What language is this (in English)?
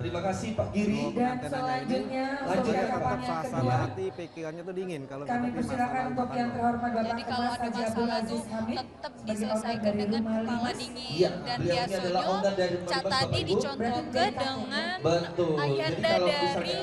Musi